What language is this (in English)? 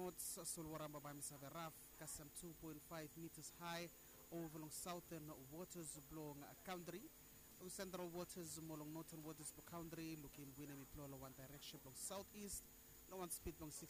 Bislama